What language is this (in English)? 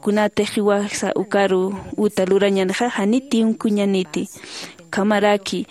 Aymara